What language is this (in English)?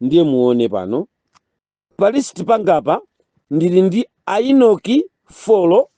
Nyanja